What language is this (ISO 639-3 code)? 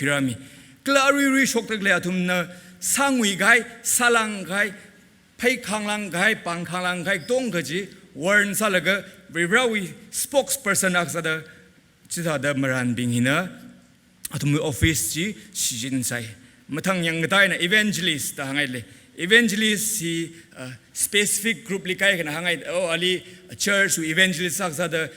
nmf